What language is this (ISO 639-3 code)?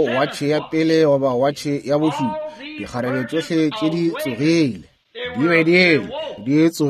nso